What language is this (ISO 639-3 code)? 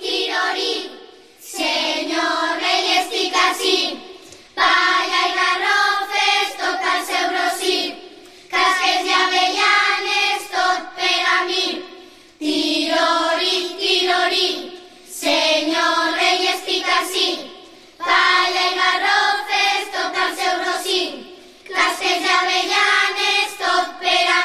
cat